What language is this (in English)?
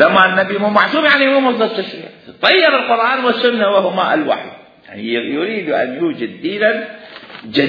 Mesopotamian Arabic